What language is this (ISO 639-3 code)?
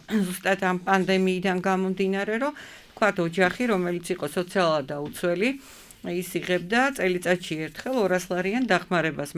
kat